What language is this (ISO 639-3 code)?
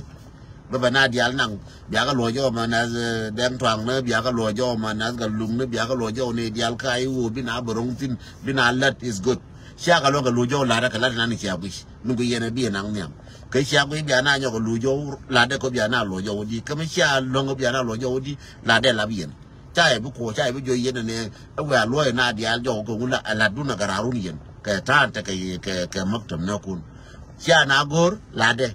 nus